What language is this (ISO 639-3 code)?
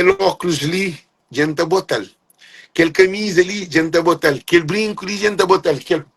kea